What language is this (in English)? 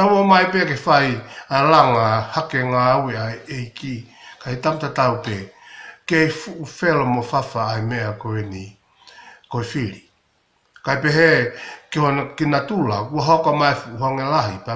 Tongan